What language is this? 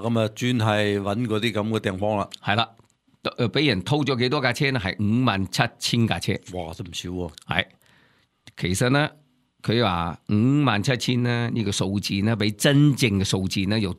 Cantonese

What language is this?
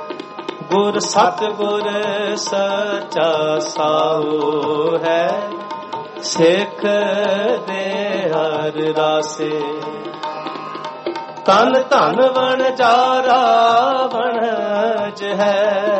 Punjabi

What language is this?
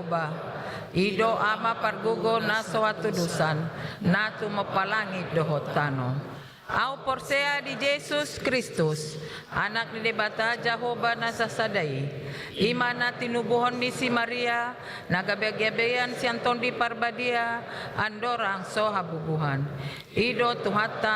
Batak Toba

